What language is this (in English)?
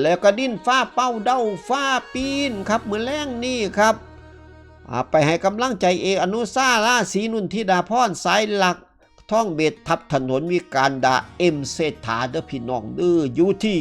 Northeastern Thai